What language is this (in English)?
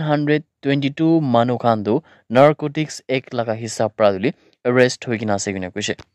Naga Pidgin